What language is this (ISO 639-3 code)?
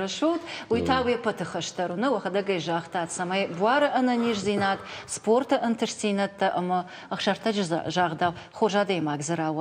oss